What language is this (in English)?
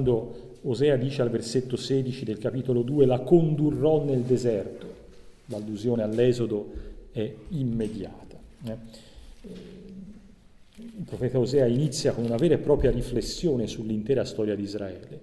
Italian